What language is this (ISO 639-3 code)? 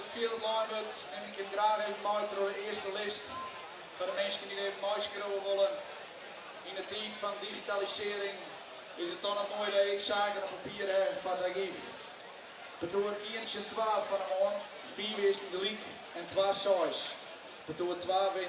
fry